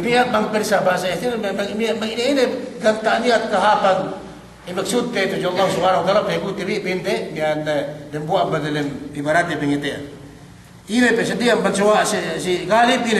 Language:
Yakan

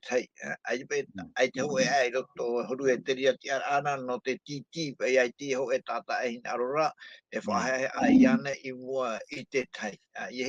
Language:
Tahitian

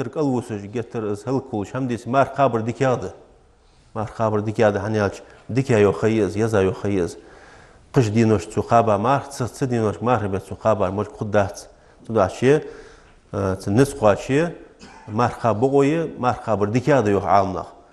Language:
Ingush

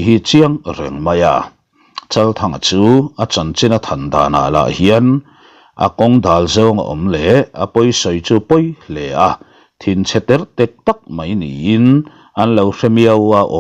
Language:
Mizo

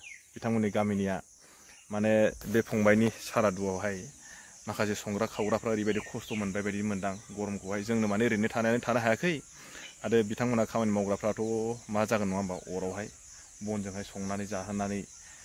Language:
Bodo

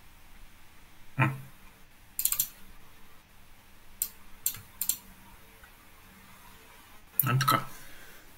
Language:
Bulgarian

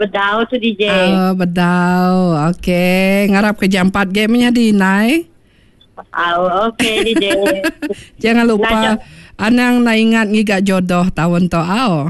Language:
Iban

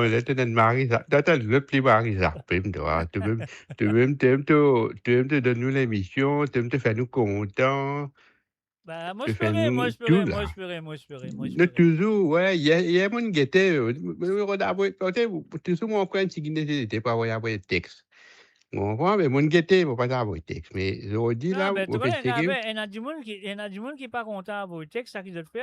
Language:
Morisyen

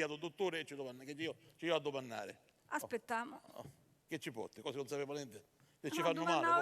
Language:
Sicilian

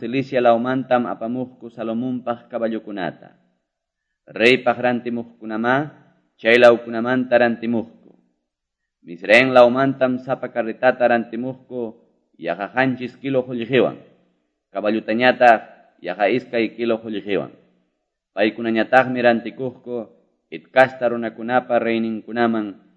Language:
Quechua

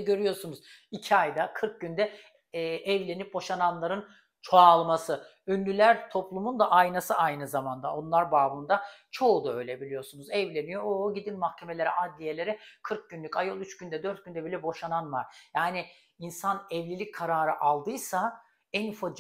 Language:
Turkish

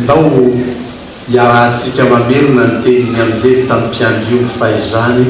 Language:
Malagasy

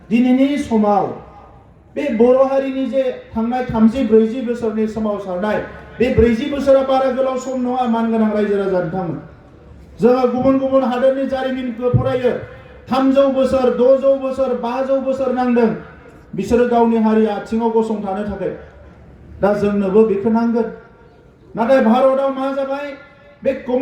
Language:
Bodo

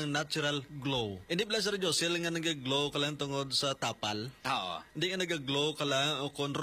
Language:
Hiligaynon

